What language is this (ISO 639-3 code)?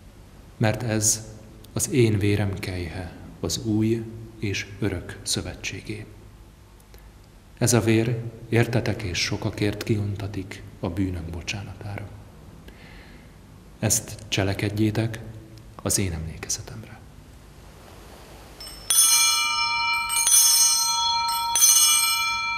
hun